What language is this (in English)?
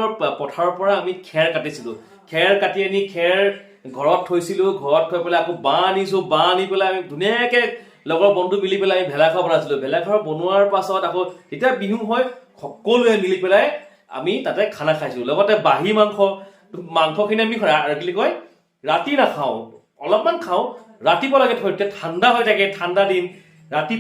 Assamese